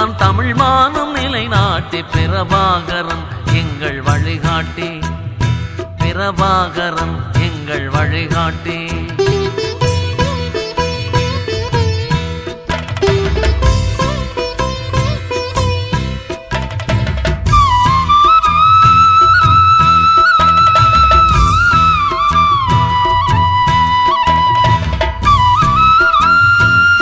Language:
Tamil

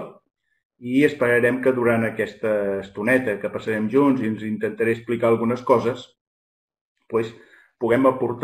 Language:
Catalan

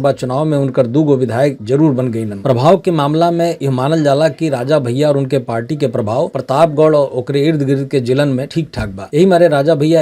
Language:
Bhojpuri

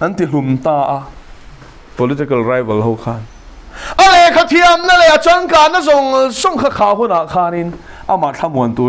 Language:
Mizo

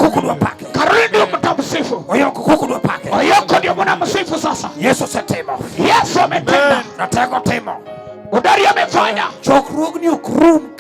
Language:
Luo (Kenya and Tanzania)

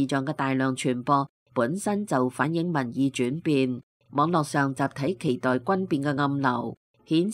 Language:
Cantonese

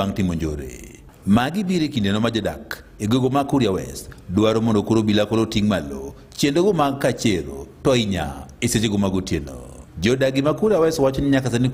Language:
Luo (Kenya and Tanzania)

